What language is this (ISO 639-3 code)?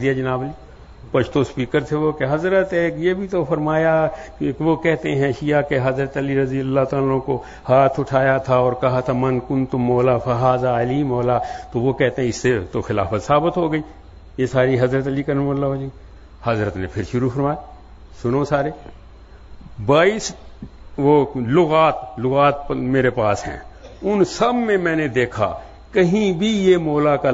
urd